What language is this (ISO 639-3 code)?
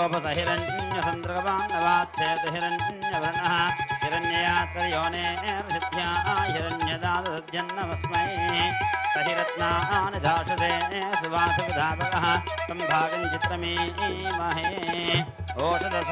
tel